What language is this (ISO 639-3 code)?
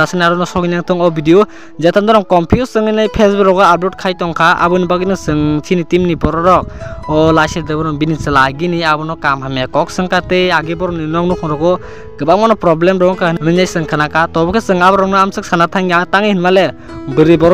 trp